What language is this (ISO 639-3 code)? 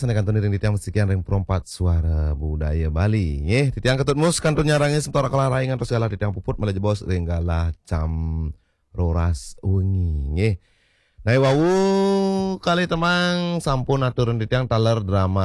ban